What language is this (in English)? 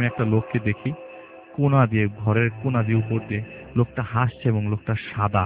Bangla